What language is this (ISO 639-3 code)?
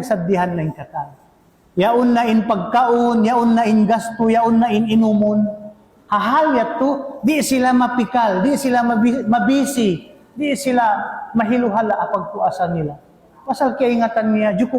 tsg